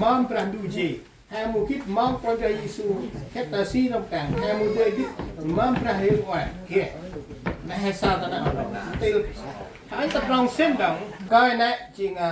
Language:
Central Mnong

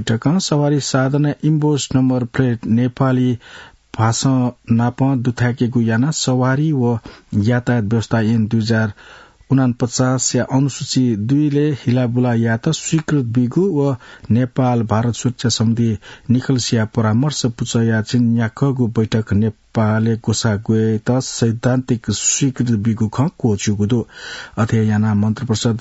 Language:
Newari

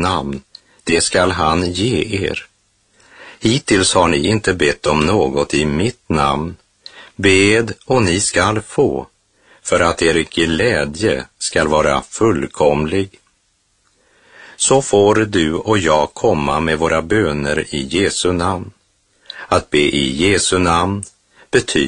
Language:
Swedish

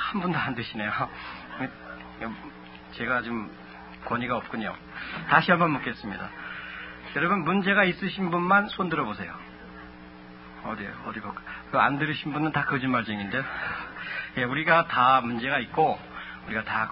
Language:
Korean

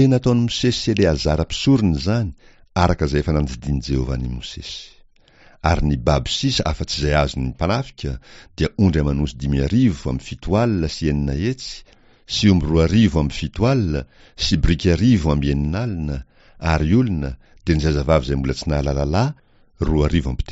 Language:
Malagasy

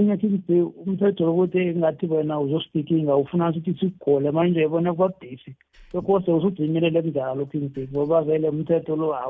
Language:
South Ndebele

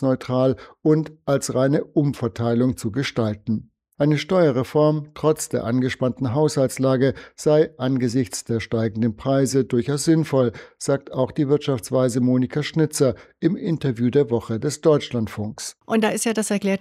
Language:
German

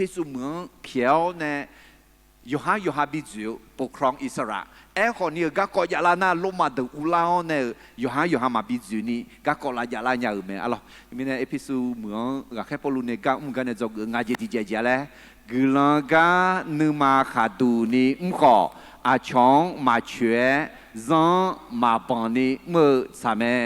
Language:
Akha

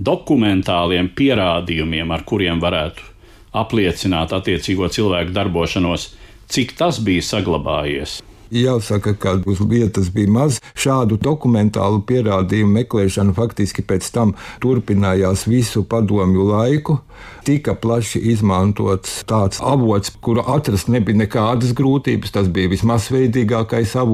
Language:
Latvian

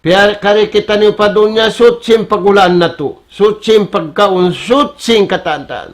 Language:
Tausug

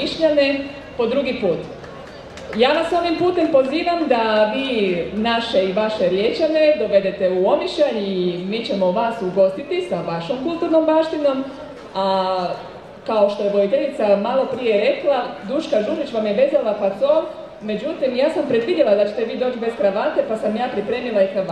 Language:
Croatian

